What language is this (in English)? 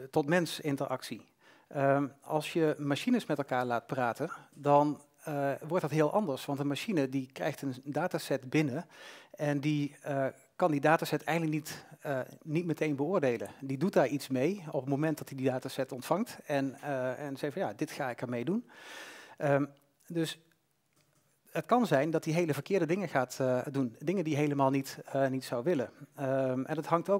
Dutch